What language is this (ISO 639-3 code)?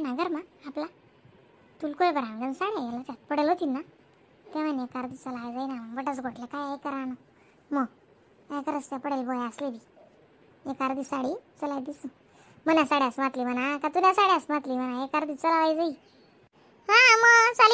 khn